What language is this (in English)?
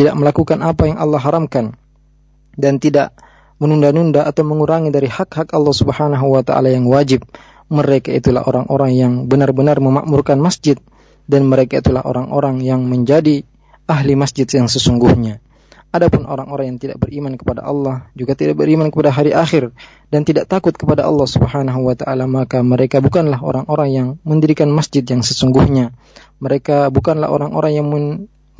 Indonesian